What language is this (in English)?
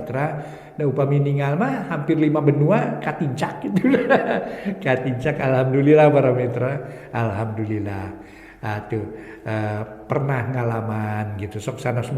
Sundanese